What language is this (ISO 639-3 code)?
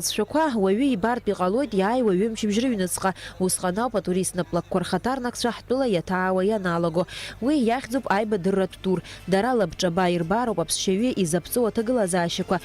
abk